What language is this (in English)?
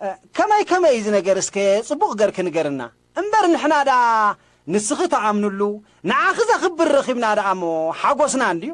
Tigrinya